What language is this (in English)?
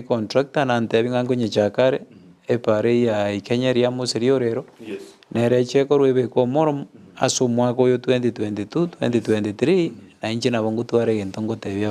Gusii